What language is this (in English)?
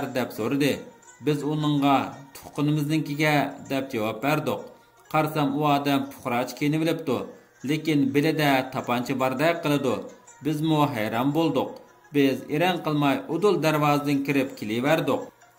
Uyghur